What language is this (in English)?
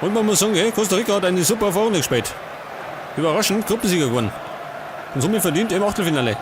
Bavarian